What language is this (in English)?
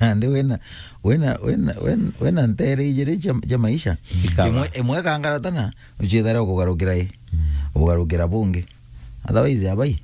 Meru